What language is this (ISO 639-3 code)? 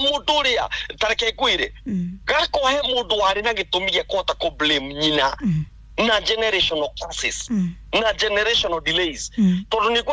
kik